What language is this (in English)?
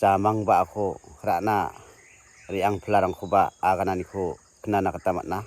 Garo